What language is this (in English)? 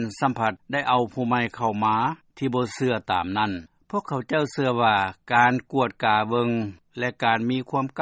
Lao